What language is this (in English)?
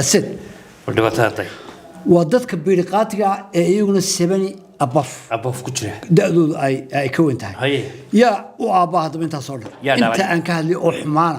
Somali